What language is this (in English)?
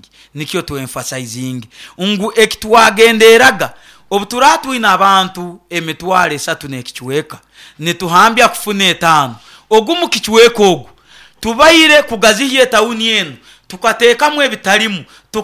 Nyoro